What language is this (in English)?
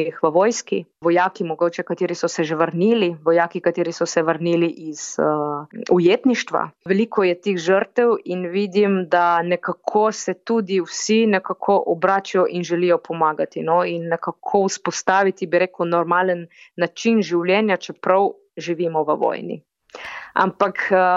Slovenian